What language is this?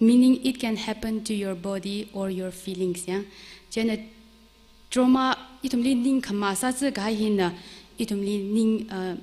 Tangkhul Naga (India)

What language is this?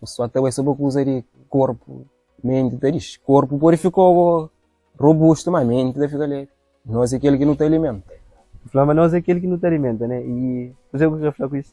Kabuverdianu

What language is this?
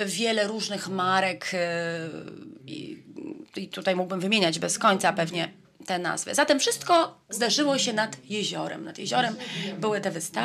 Polish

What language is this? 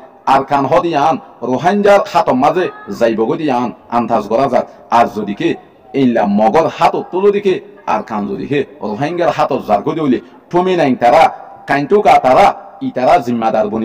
Rohingya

